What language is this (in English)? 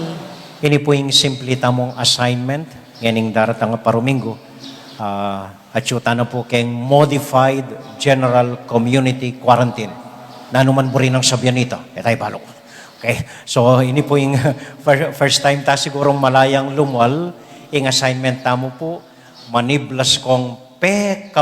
Pampanga